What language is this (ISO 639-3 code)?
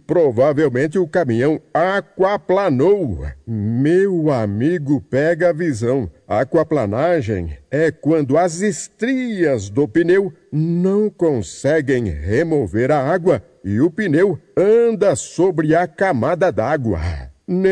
por